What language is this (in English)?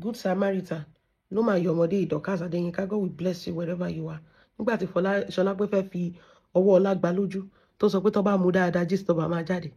Yoruba